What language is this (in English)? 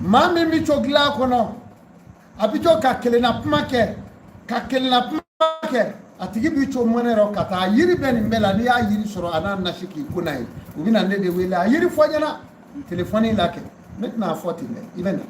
Bambara